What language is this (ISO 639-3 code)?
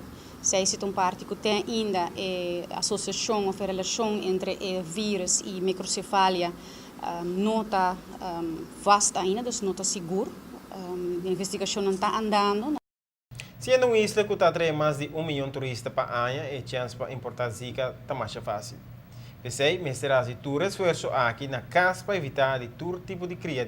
pap